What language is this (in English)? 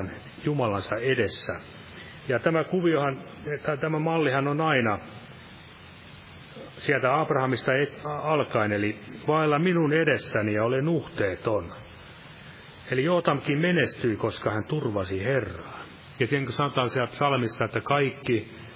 Finnish